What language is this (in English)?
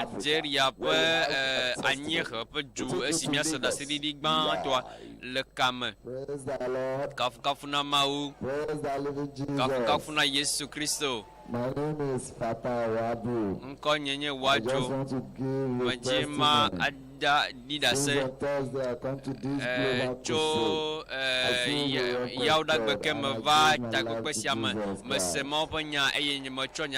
Ewe